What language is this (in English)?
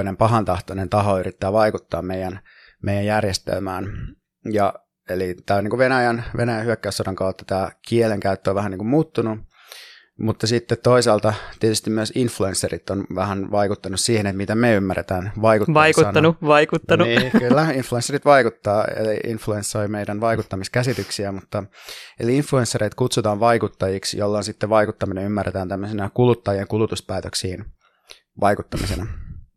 Finnish